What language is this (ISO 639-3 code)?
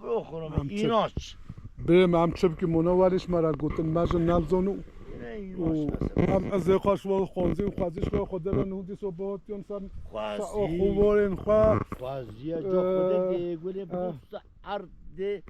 kur